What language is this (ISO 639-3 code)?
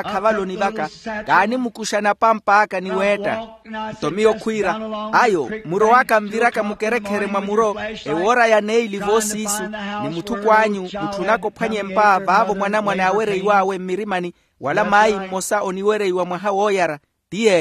vmw